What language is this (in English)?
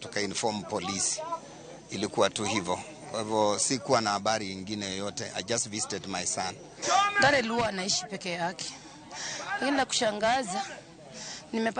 Luo (Kenya and Tanzania)